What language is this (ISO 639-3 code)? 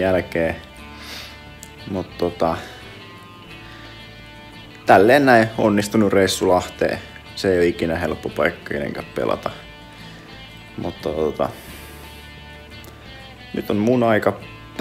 fin